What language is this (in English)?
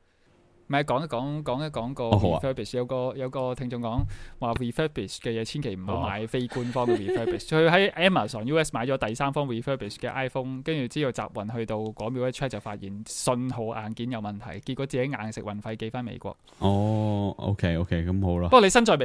Cantonese